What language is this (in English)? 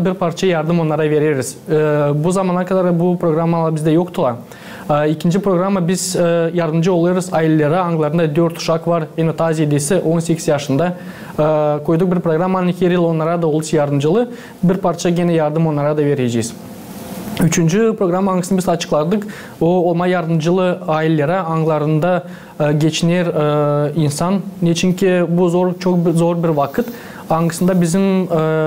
Gagauz